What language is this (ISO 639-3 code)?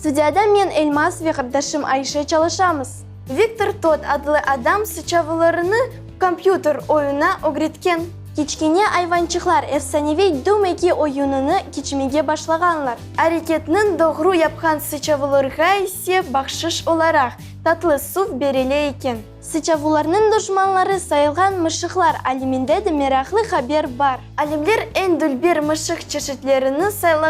crh